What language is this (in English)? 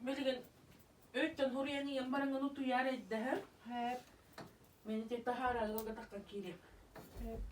Yakut